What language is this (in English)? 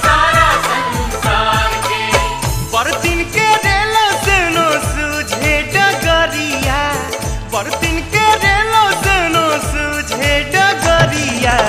Bhojpuri